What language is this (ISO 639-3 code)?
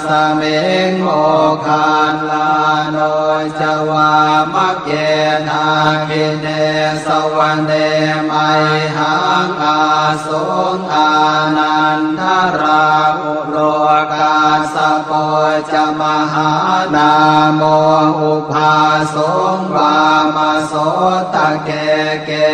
pli